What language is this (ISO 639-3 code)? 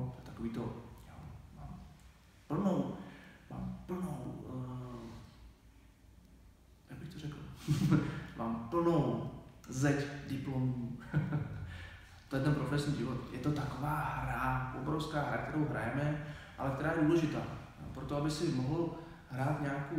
ces